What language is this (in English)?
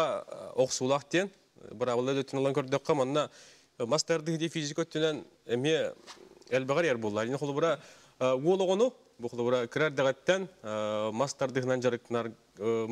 Yakut